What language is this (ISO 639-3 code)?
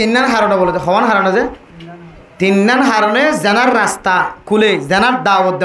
rhg